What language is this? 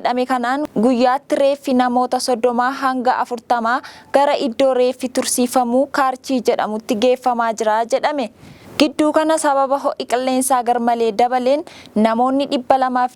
Oromo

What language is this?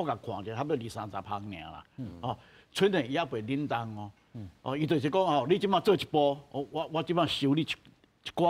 Min Nan Chinese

